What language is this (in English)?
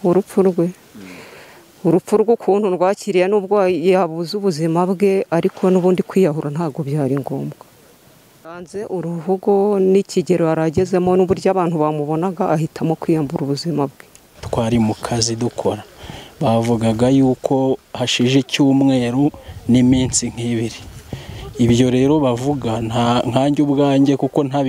Kinyarwanda